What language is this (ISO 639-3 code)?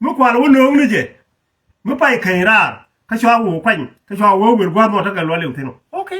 nus